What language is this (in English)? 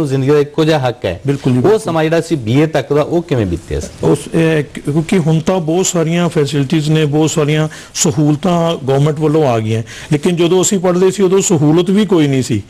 Punjabi